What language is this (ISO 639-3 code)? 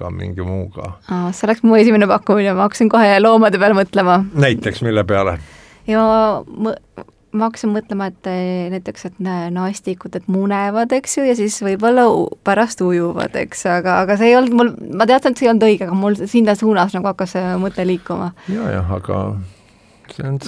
est